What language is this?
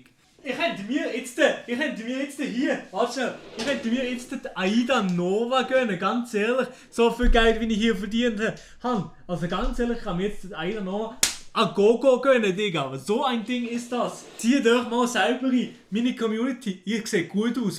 Swiss German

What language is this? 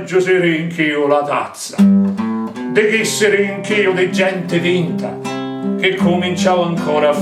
Sicilian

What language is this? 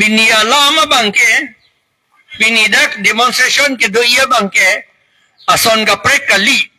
Karbi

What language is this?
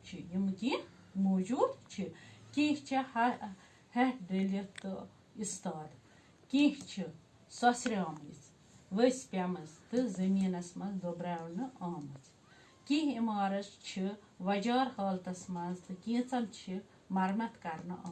Kashmiri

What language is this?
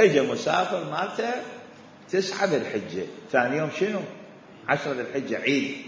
Mesopotamian Arabic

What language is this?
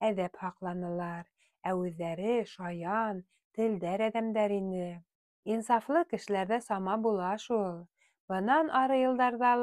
Bashkir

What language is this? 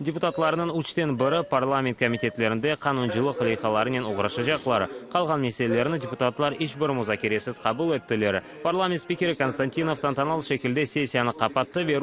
Crimean Tatar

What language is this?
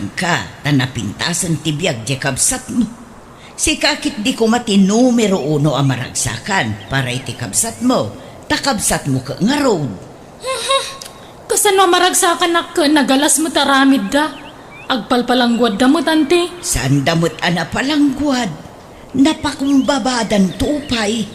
Iloko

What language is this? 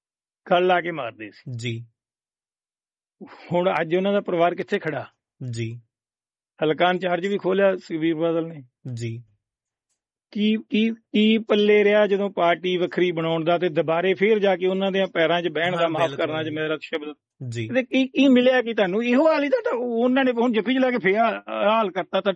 Punjabi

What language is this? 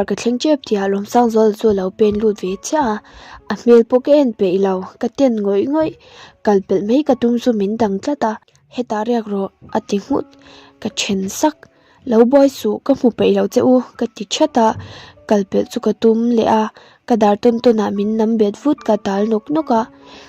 Mizo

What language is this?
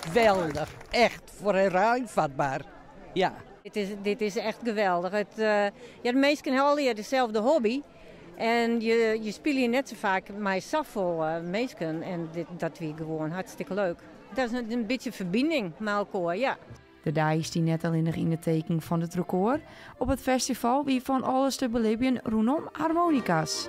Western Frisian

